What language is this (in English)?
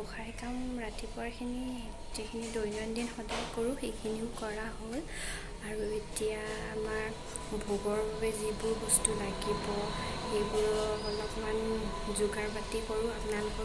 Assamese